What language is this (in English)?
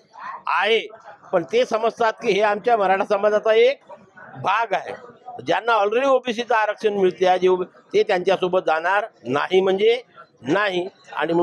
Marathi